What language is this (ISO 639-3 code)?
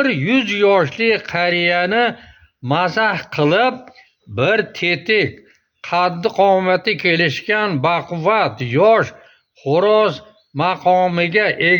uzb